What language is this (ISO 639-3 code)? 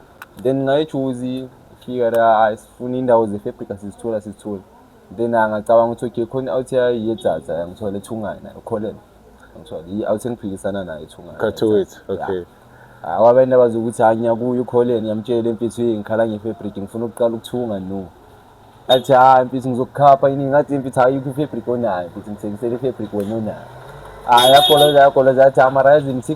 zul